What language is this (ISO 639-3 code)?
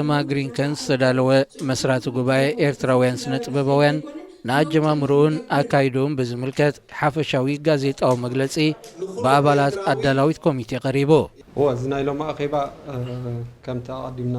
tir